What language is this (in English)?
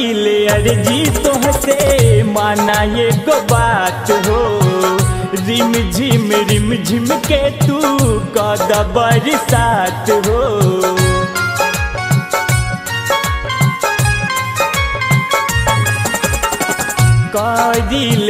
Bhojpuri